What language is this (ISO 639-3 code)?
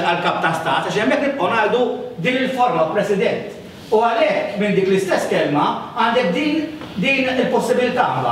mlt